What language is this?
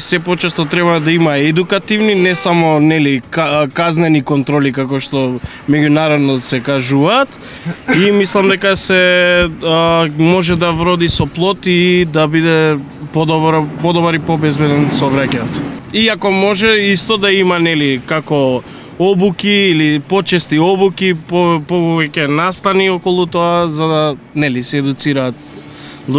Macedonian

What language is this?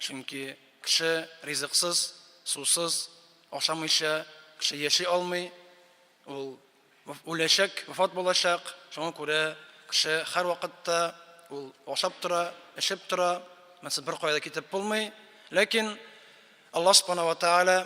Tatar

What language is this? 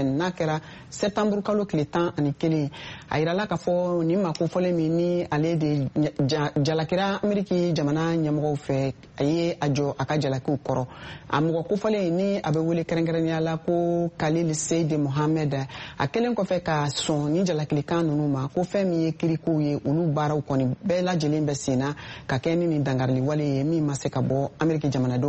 Bambara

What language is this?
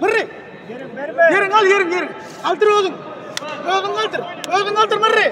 Turkmen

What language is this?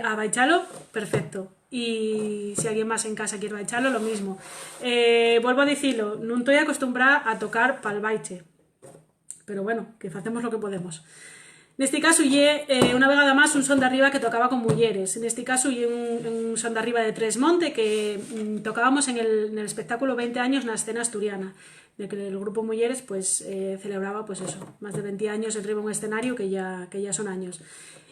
Asturian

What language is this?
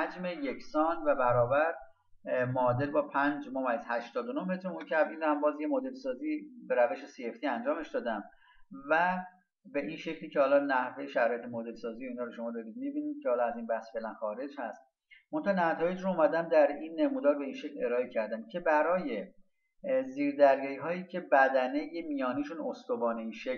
Persian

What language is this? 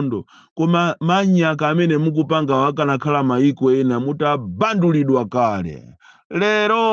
Nyanja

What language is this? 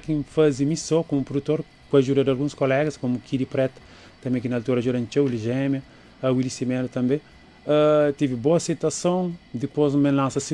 Kabuverdianu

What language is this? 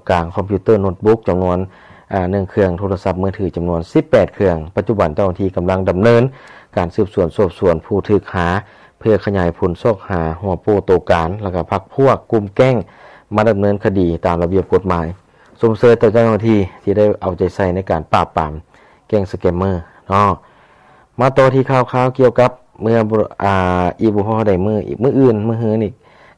Lao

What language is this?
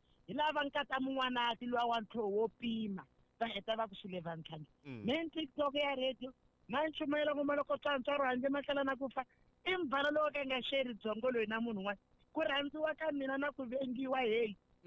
Tsonga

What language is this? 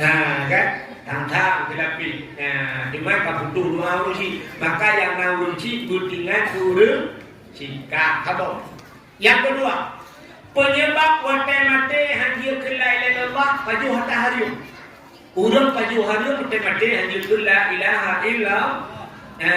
Achinese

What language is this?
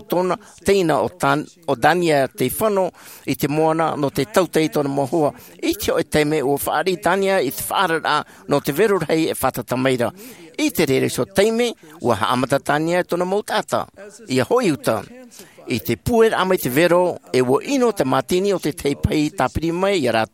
Tahitian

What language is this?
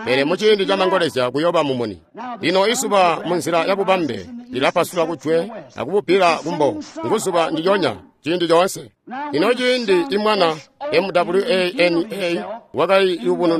Tonga (Zambia)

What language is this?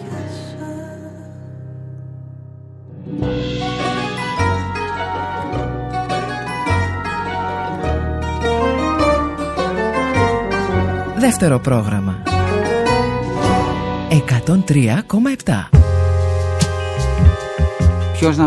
Greek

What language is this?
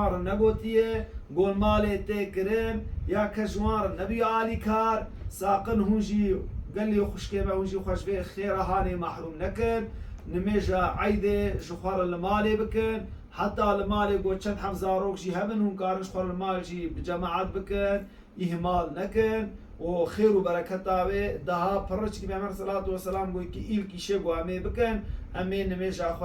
Kurdish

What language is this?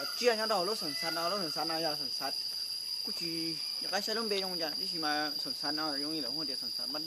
Hmong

